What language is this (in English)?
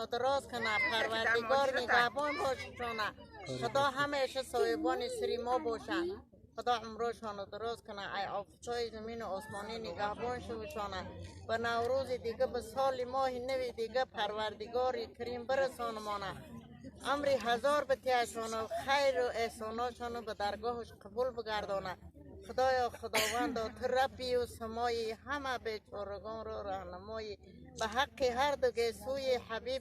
Tajik